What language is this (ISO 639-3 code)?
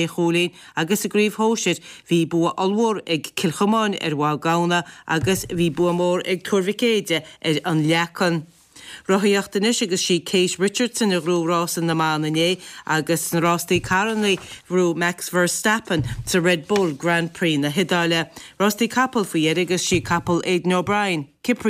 gle